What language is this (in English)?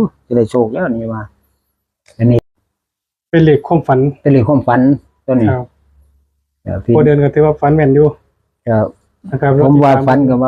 Northeastern Thai